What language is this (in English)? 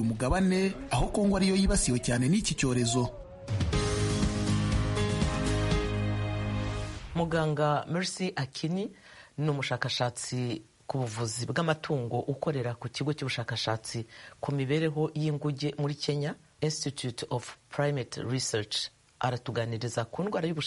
Kinyarwanda